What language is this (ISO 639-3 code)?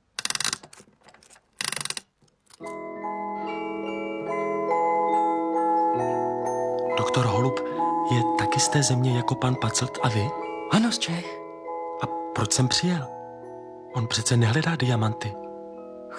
ces